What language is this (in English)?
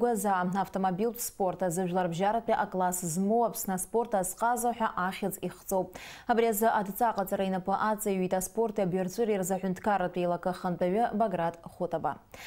Abkhazian